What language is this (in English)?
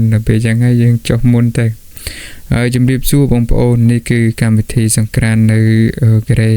Khmer